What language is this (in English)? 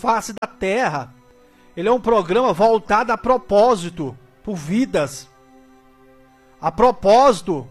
Portuguese